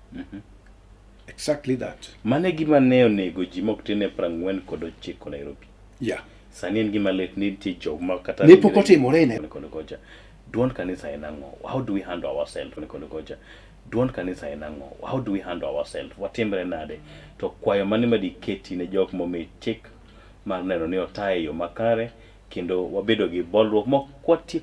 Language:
Luo (Kenya and Tanzania)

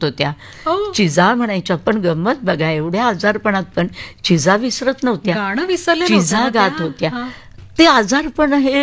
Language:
Marathi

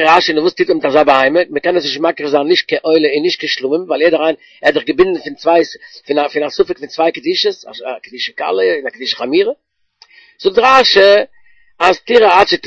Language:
Yiddish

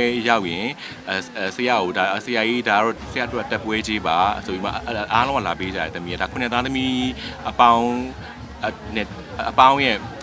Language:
Burmese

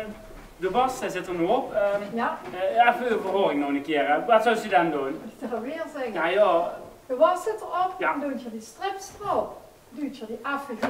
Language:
Limburgish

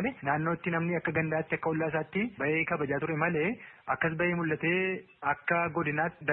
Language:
Oromo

